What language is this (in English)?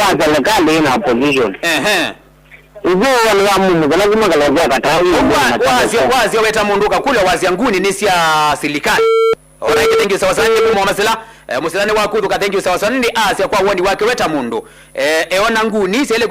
Kamba